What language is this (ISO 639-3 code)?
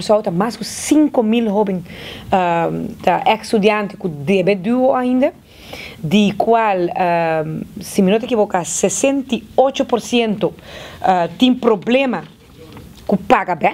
pap